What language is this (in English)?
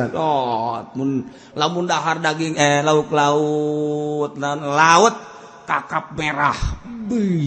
Sundanese